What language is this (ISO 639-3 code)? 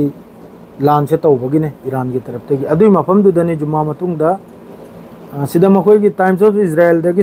mni